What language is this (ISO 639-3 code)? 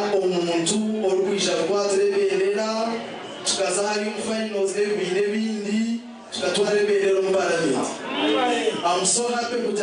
nyn